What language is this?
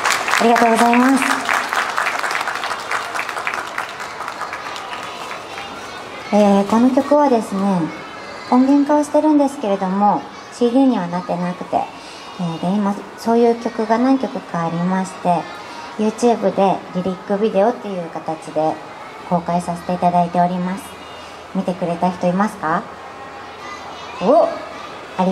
Japanese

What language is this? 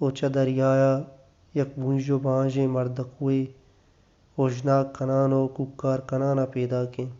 Baluchi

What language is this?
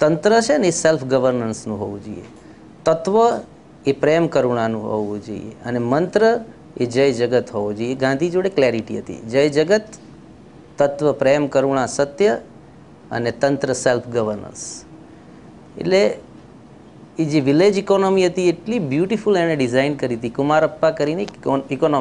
Gujarati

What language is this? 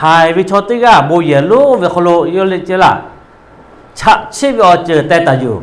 Lahu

